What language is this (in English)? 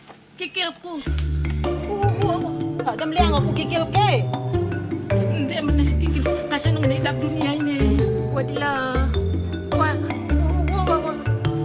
Sasak